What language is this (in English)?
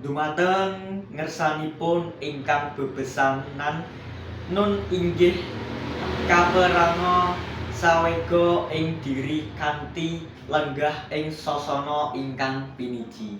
Javanese